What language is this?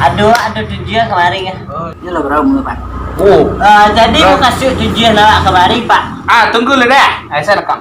Minangkabau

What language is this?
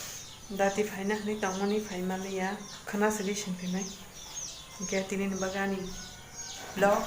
Kok Borok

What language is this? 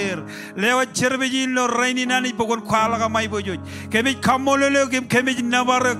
Marshallese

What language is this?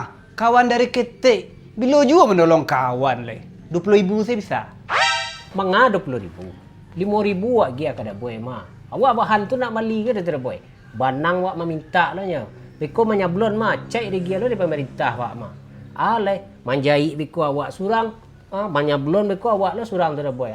Minangkabau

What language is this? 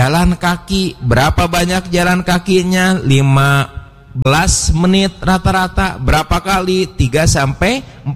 Indonesian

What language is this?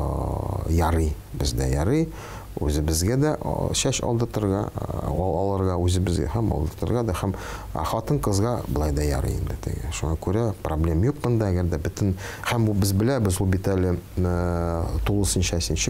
Tatar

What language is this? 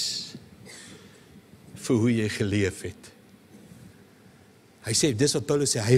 Afrikaans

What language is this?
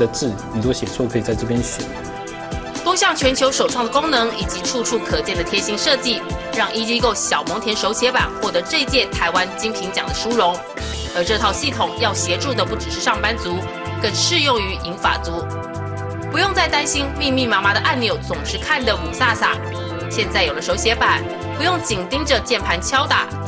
Chinese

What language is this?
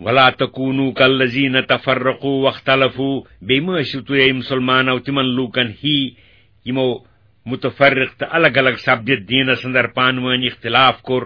Kashmiri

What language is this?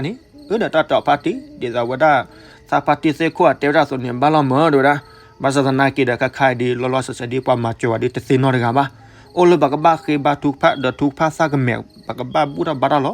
S'gaw Karen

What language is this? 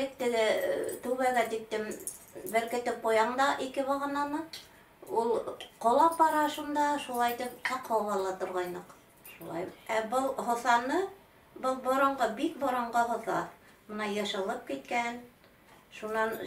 Bashkir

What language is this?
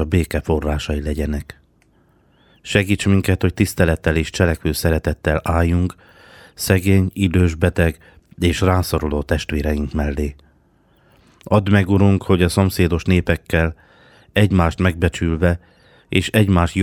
Hungarian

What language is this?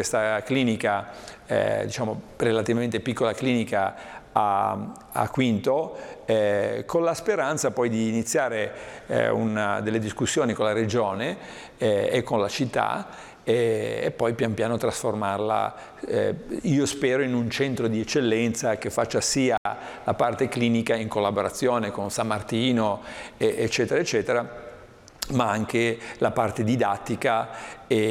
Italian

